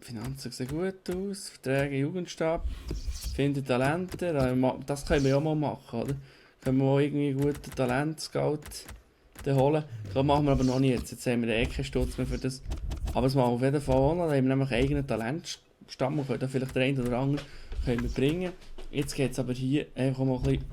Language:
Swiss German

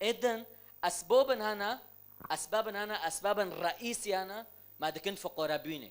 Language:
Kurdish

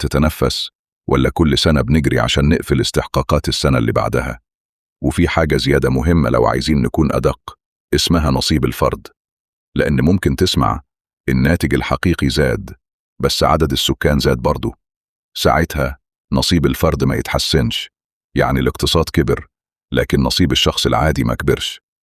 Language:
Egyptian Arabic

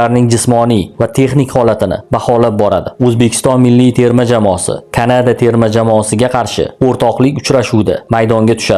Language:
Uzbek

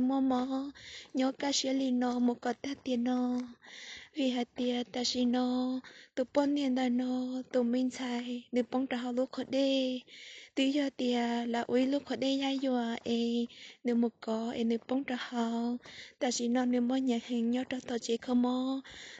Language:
Hmong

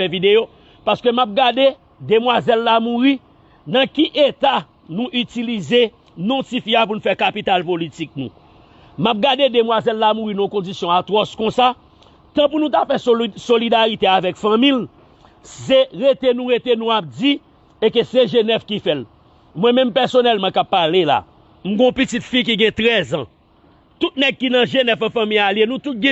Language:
Haitian Creole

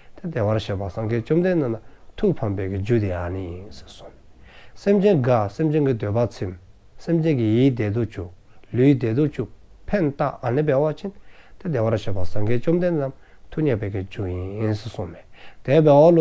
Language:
Dzongkha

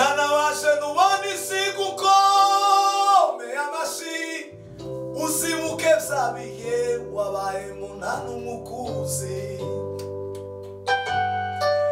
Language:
Kinyarwanda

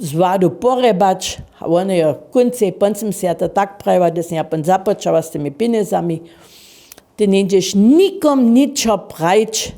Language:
Upper Sorbian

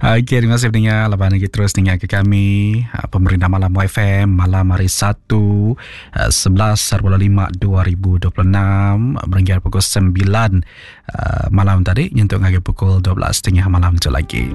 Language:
Iban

